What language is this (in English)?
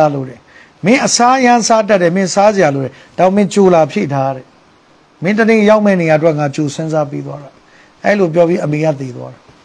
Burmese